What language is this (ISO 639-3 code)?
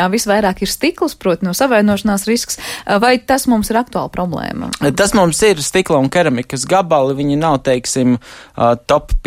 lav